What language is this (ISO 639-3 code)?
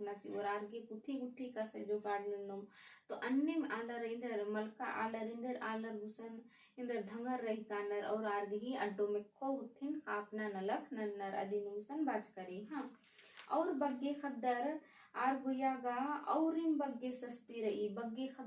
kru